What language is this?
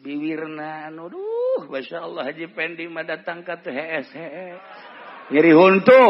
Sundanese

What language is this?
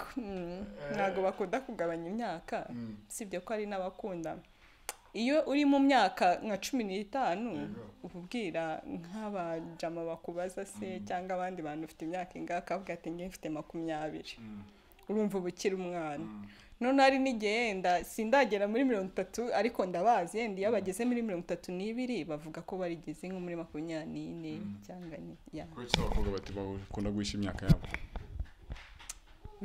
Kinyarwanda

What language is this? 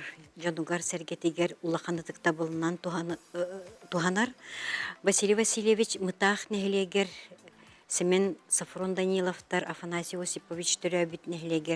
Yakut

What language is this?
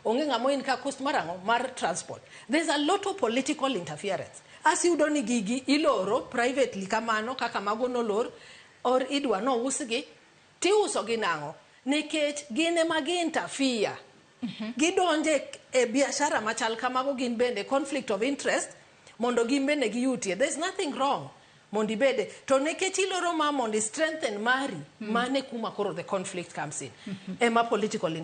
Luo (Kenya and Tanzania)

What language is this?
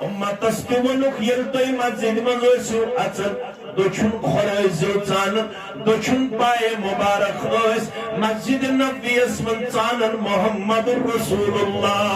Kashmiri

